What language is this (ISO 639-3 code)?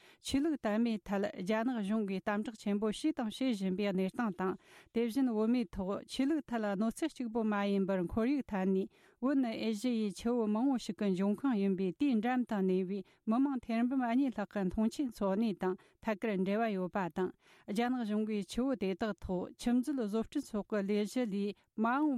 bod